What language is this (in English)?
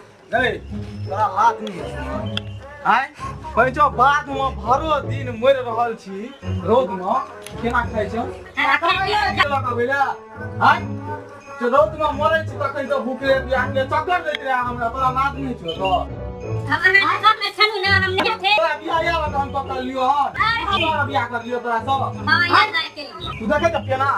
Maithili